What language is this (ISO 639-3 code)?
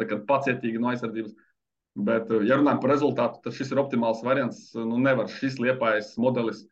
lav